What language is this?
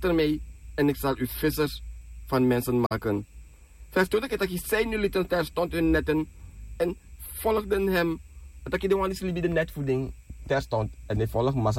Sranan Tongo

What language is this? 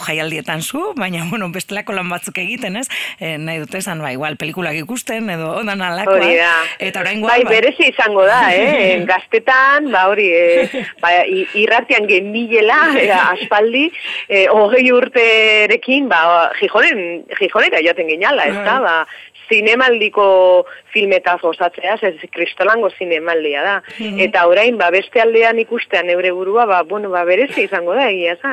Basque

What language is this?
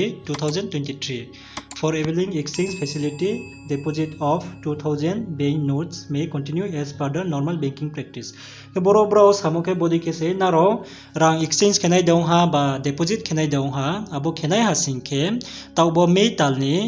Riang (India)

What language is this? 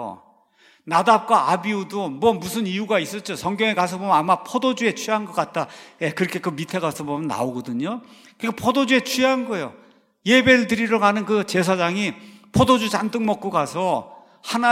Korean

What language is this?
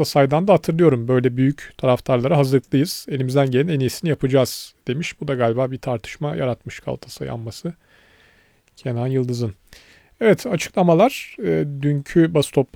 Turkish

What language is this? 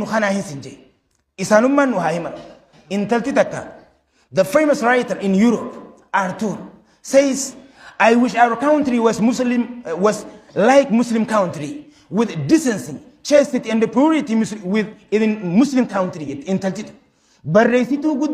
Oromo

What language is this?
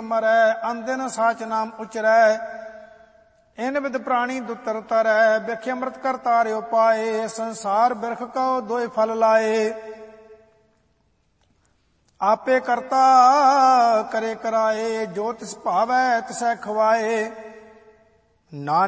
Punjabi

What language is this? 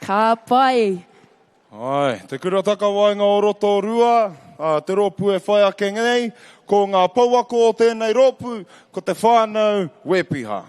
Māori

